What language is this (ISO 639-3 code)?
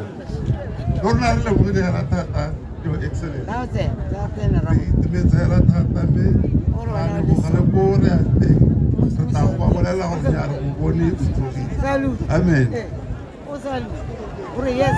tsn